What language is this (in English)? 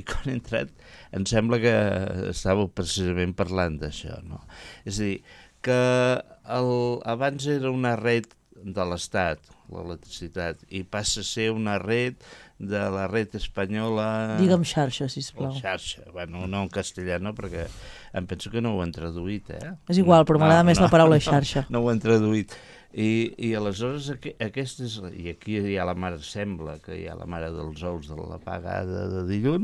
Catalan